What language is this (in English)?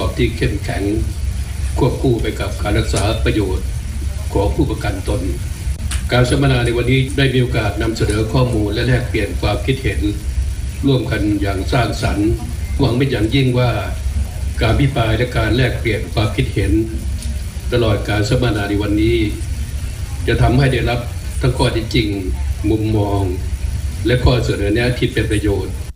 Thai